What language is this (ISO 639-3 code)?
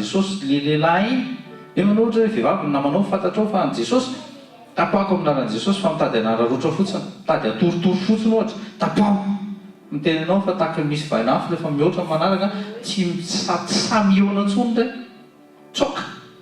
mlg